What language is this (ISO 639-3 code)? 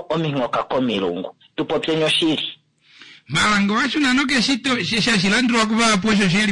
kua